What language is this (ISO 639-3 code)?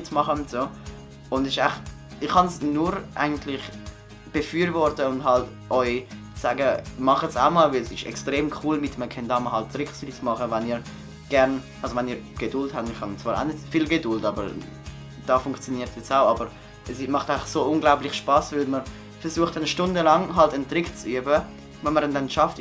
gsw